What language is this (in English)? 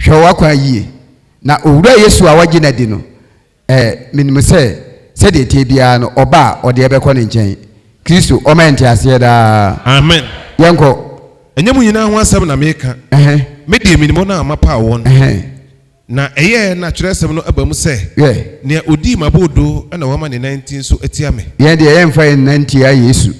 Akan